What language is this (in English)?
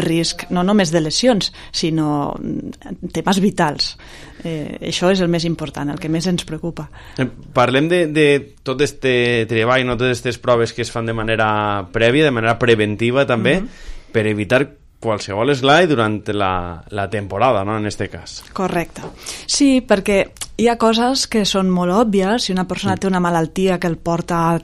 Catalan